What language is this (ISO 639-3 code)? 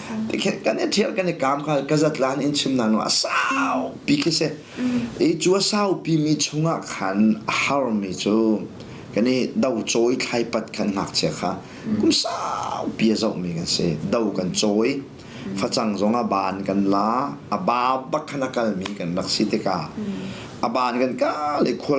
cnh